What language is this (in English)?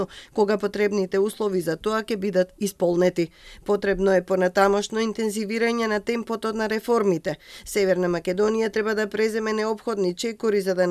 Macedonian